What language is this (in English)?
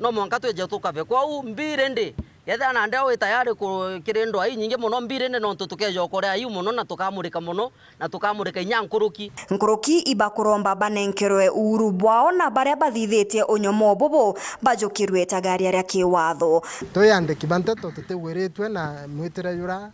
Meru